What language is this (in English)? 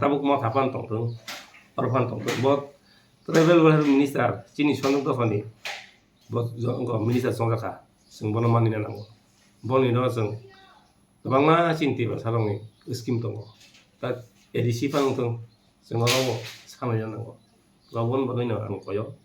Kok Borok